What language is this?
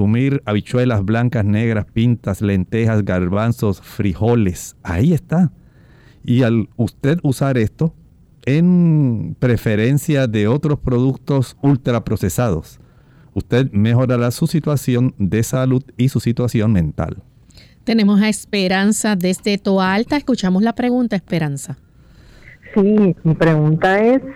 Spanish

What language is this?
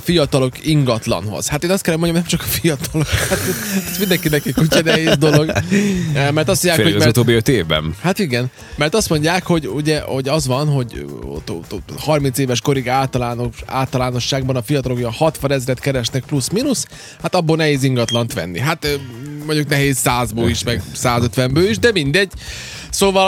Hungarian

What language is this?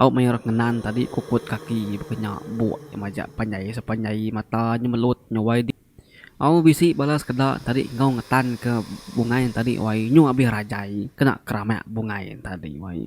Iban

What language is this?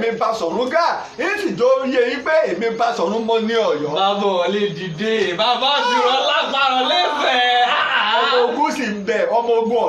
Yoruba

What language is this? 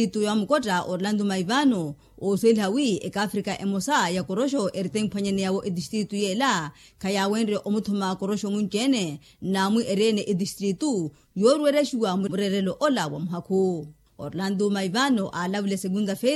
Makhuwa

